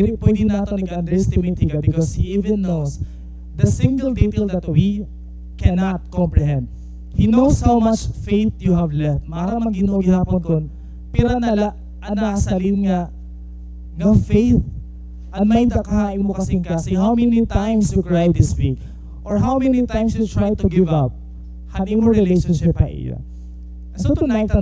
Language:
Waray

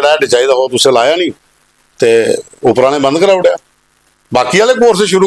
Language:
Dogri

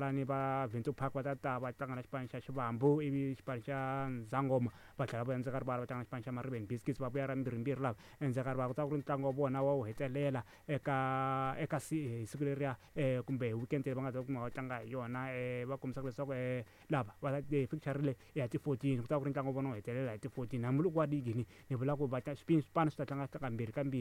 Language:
Tsonga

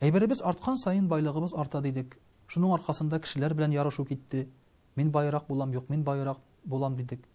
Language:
Tatar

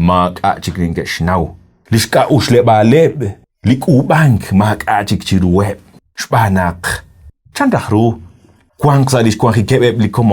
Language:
Kekchí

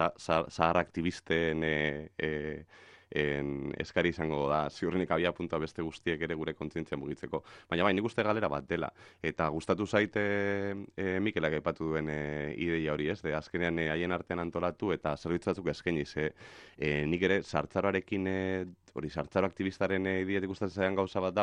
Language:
Basque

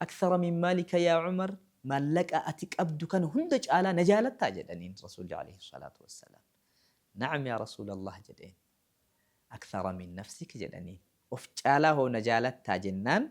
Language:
Oromo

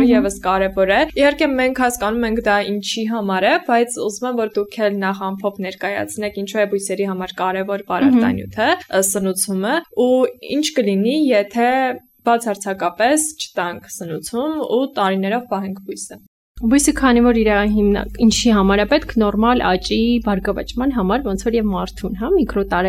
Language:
Armenian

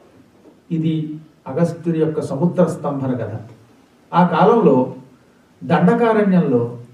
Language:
Telugu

